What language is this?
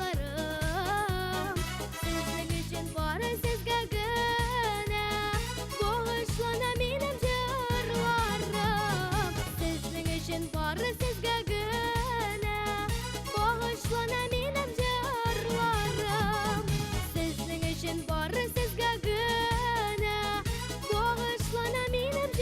Bashkir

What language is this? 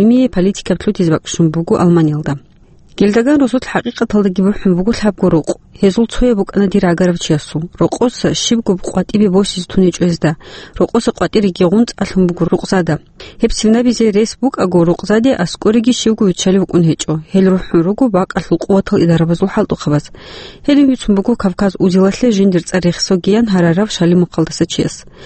Avaric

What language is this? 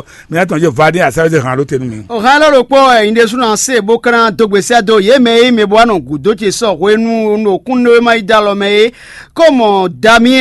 Fon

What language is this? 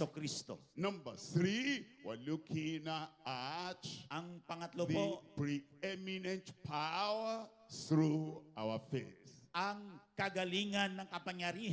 Filipino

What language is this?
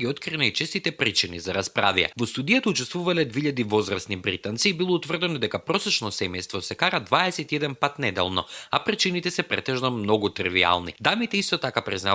Macedonian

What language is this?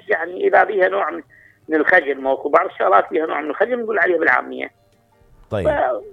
Mesopotamian Arabic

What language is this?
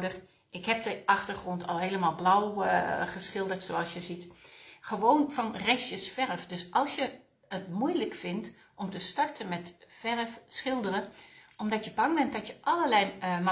Dutch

